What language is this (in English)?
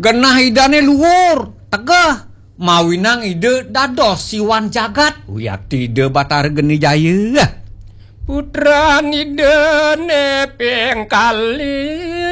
Balinese